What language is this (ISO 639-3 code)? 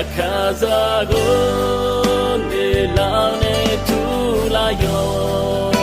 ahk